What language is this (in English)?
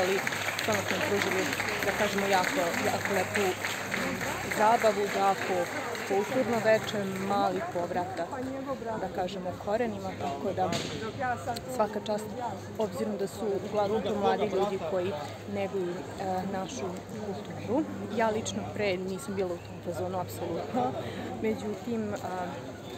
Serbian